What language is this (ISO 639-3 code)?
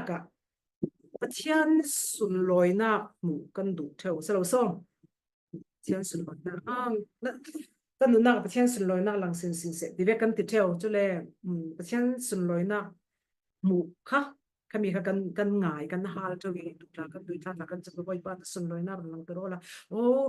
cfm